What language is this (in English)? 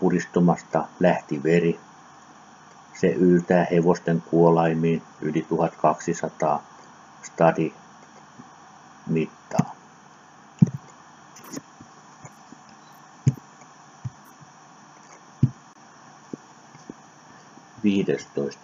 Finnish